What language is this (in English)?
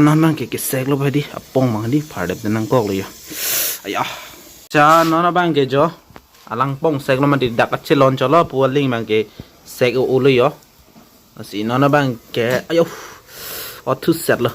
Karbi